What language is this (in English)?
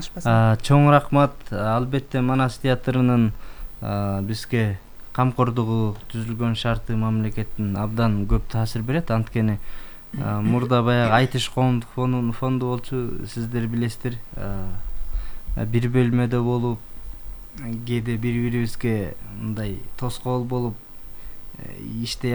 Kyrgyz